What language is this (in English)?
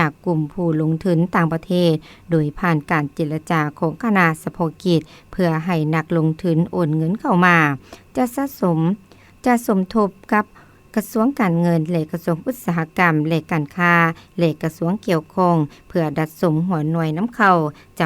Lao